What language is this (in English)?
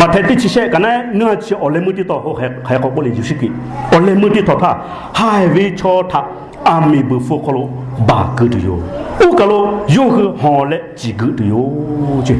Lahu